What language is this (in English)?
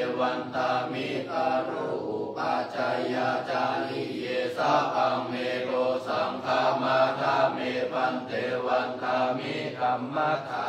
Pali